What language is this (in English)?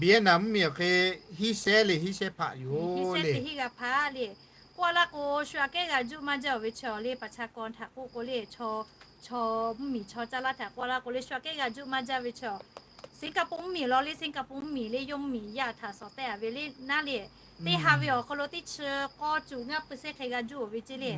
Lahu